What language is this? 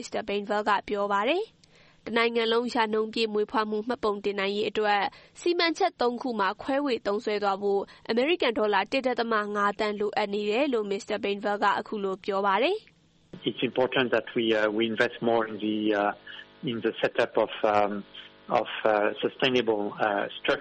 Burmese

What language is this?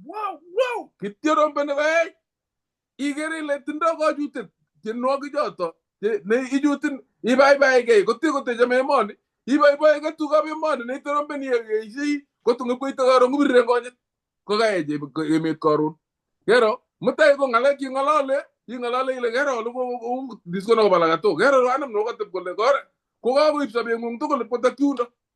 Kalenjin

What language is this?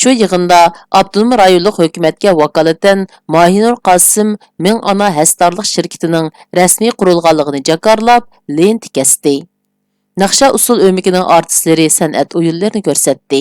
Uyghur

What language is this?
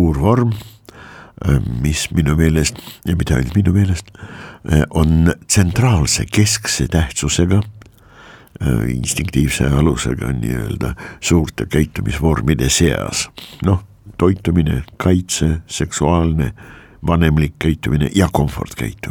Estonian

